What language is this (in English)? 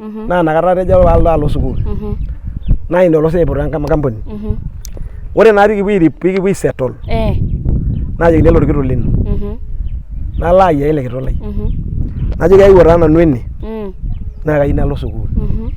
Masai